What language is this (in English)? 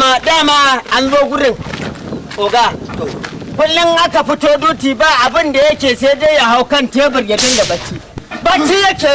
Hausa